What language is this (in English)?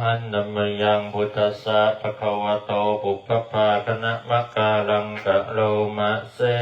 Pali